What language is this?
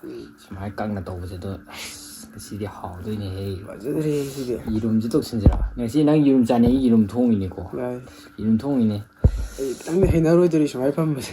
Manipuri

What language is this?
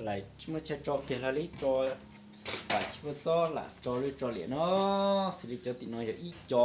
Hmong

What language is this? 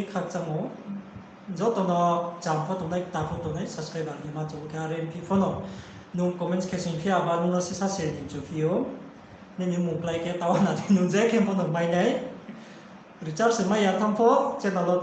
Riang (India)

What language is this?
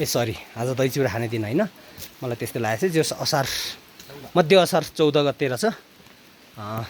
Nepali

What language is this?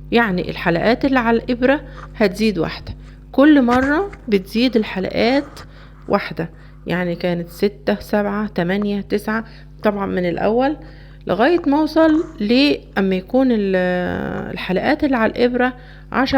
Egyptian Arabic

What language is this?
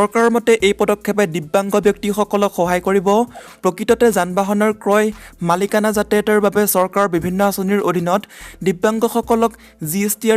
Assamese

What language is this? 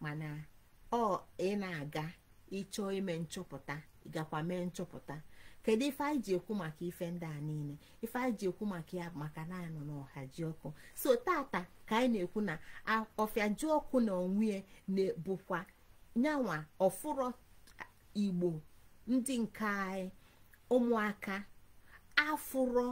Igbo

